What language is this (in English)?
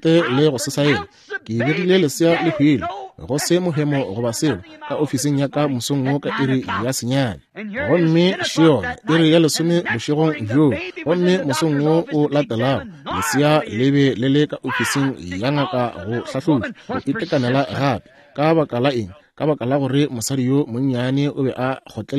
Northern Sotho